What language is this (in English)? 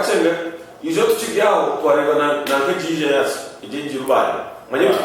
Nyankole